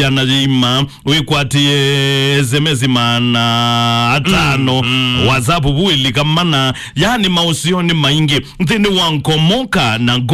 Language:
Kamba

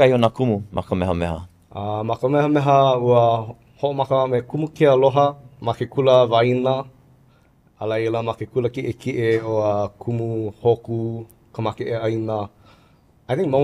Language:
Hawaiian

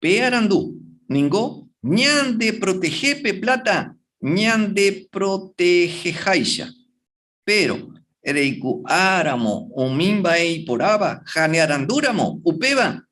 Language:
Guarani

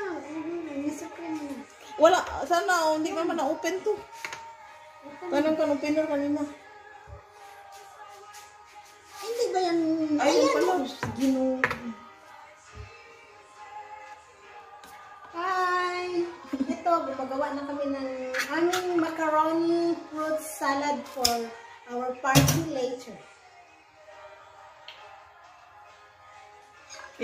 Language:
Filipino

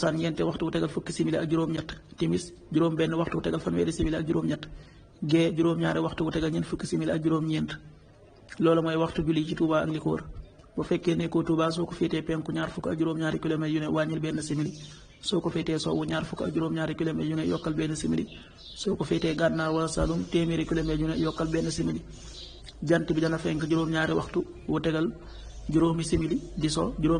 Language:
Wolof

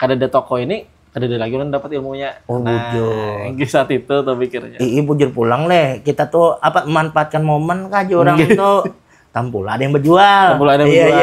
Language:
Banjar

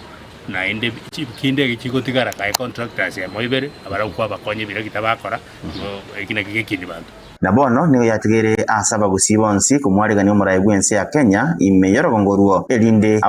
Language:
Gusii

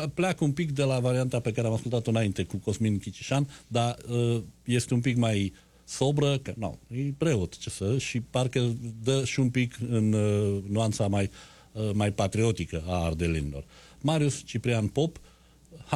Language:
Romanian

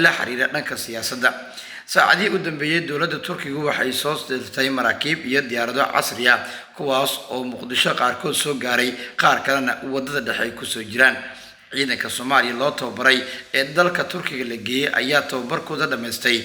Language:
Somali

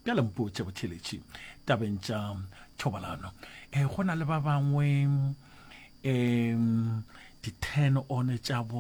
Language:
Northern Sotho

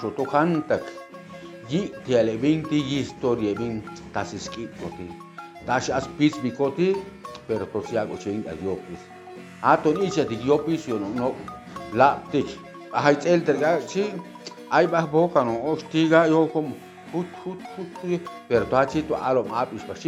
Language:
Chuj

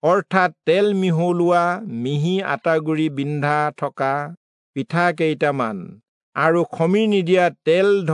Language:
Assamese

